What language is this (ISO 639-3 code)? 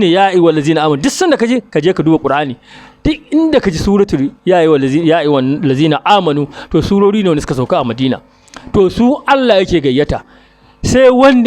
hau